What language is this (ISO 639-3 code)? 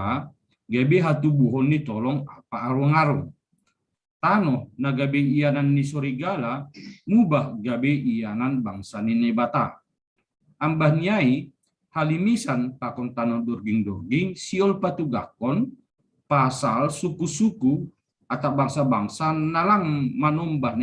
bts